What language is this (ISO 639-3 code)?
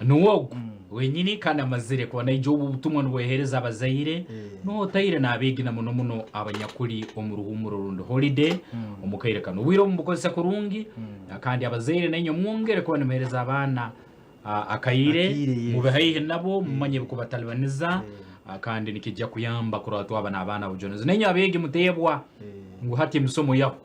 nyn